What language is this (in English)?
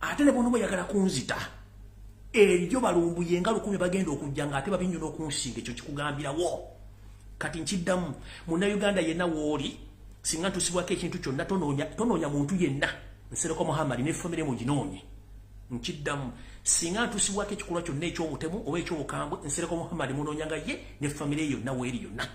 Ganda